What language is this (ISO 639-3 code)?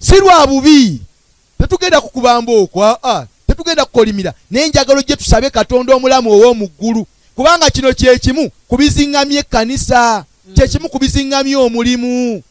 lug